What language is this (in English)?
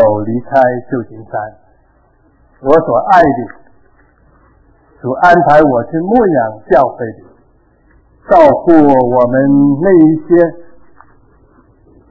Chinese